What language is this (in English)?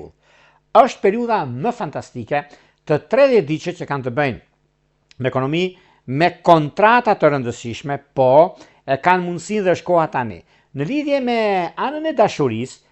Albanian